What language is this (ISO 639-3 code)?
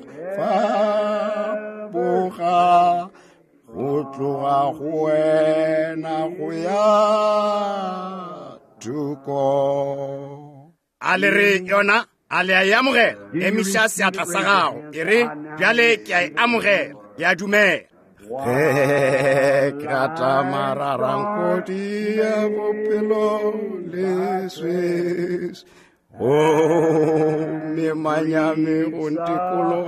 nso